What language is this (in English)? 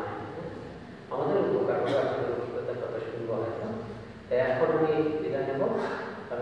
Bangla